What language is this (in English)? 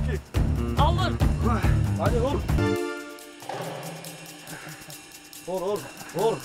Kazakh